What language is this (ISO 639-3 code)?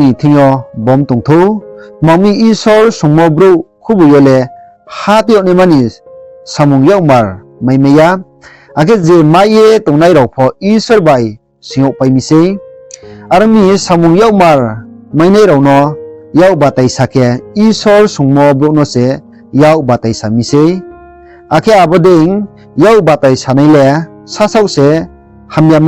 ria